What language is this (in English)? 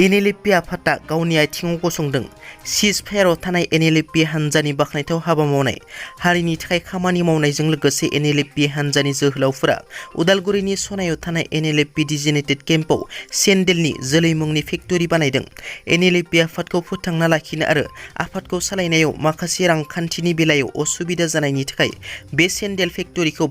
Bodo